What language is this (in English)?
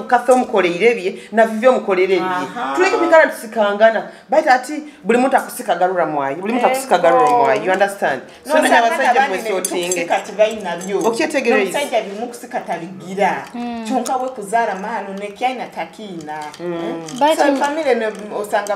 Nyoro